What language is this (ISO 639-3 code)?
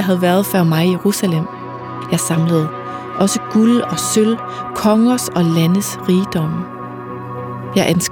dan